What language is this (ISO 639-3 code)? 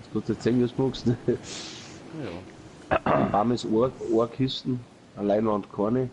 bar